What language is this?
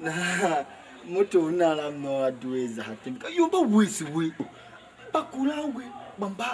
Tiv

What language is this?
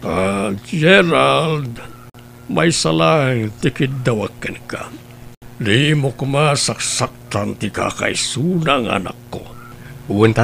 Iloko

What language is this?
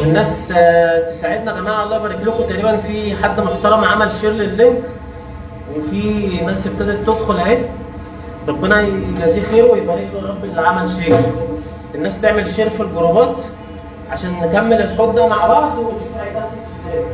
Egyptian Arabic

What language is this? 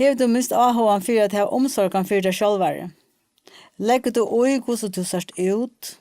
Faroese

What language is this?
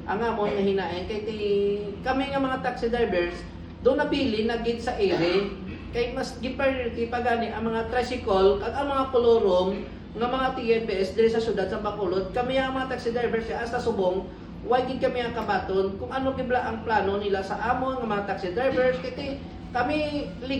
Hiligaynon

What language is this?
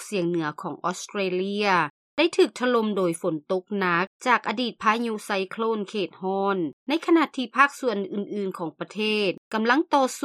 Lao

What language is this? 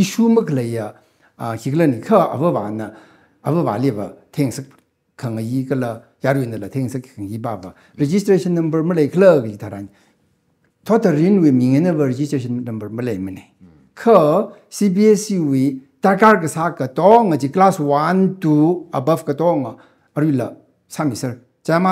Tangkhul Naga (India)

